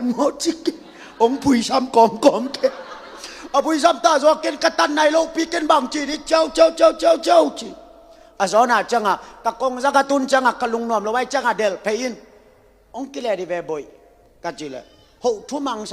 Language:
Tedim Chin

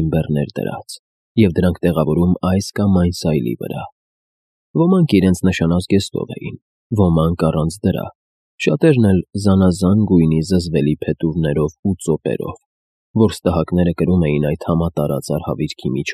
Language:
Armenian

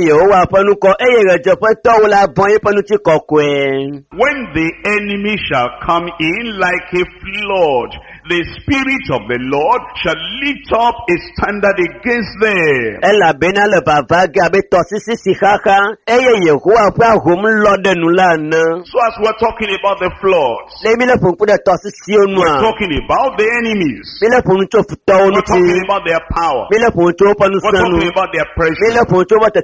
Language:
Ewe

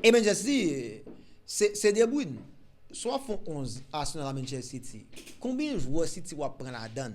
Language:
Haitian Creole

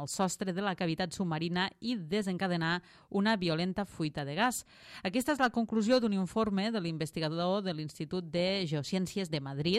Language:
Catalan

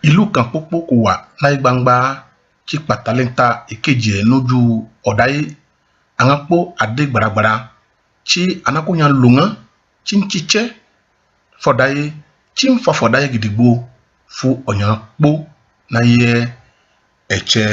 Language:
Ifè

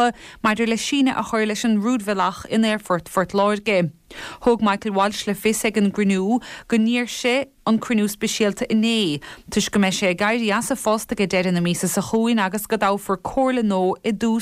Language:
Irish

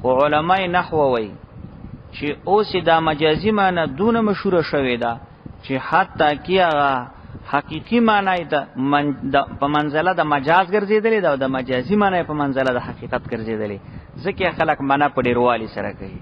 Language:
Pashto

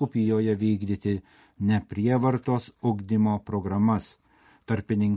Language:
Lithuanian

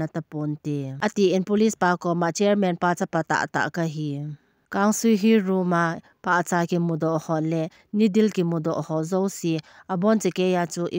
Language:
Thado Chin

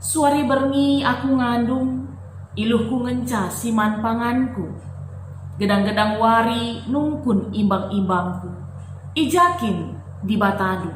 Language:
Batak Karo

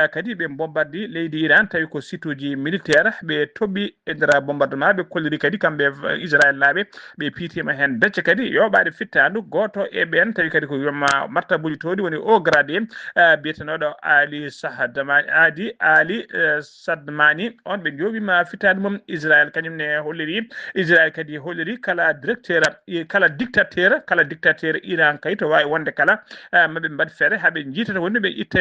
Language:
Fula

